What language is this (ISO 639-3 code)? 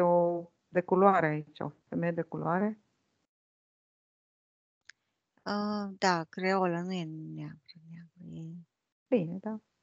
ron